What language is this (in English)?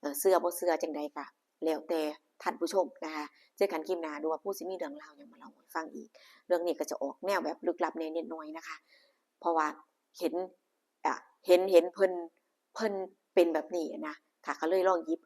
Northeastern Thai